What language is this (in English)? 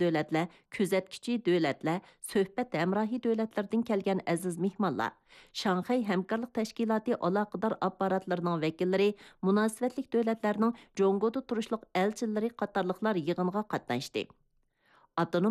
Uyghur